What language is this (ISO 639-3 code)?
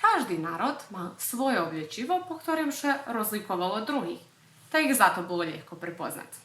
rue